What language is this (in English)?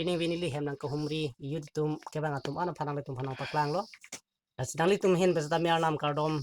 Karbi